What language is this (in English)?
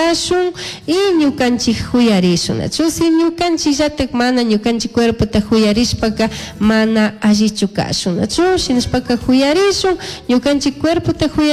Chimborazo Highland Quichua